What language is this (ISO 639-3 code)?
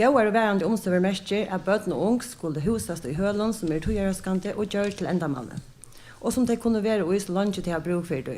fao